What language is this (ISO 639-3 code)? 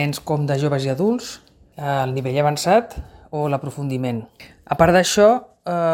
cat